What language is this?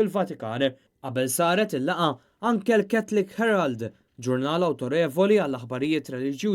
Maltese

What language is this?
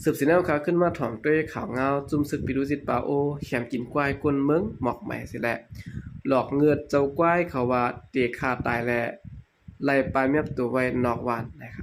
Shan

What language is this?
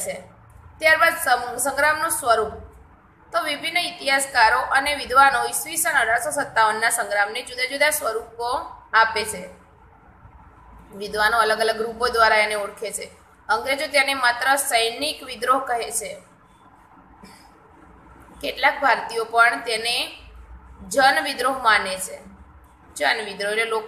Gujarati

